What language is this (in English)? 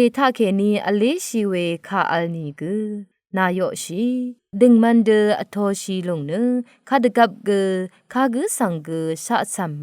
Rawang